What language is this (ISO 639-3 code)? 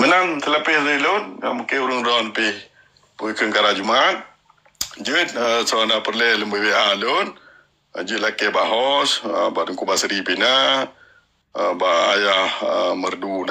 ace